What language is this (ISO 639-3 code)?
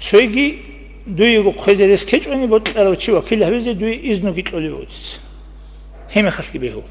ava